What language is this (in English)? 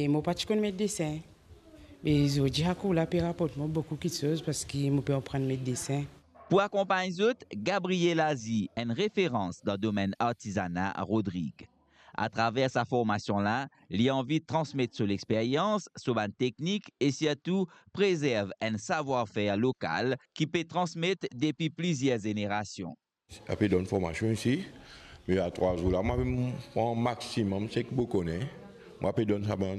Morisyen